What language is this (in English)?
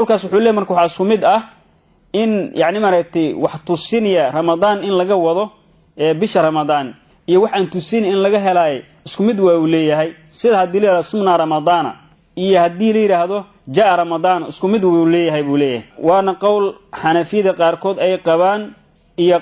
Somali